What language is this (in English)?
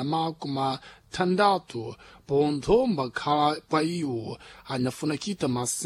Sena